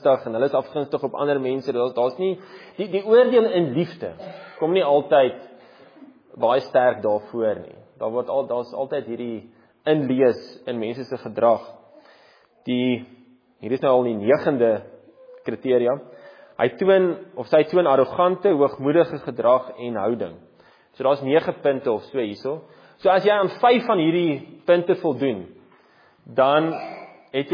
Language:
Afrikaans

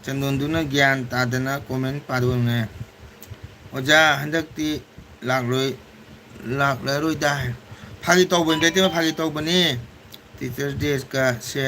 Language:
Manipuri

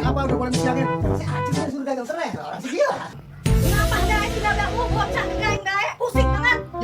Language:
Betawi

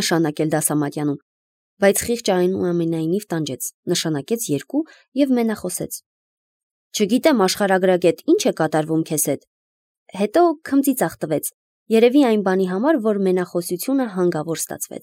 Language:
Armenian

